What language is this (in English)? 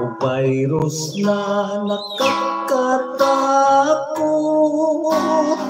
Hiligaynon